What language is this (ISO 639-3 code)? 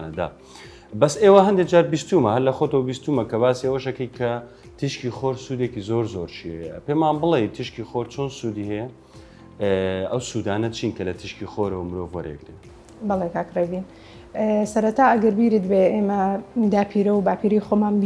ckb